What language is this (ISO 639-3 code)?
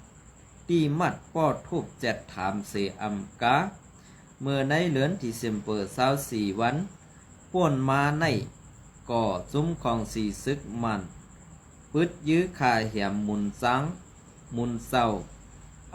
shn